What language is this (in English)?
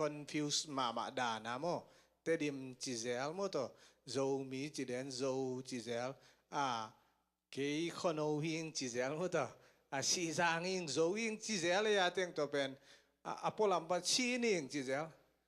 Tedim Chin